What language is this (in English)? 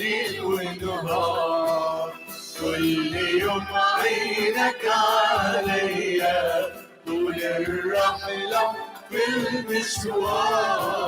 Mesopotamian Arabic